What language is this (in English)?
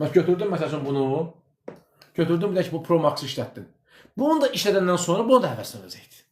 Azerbaijani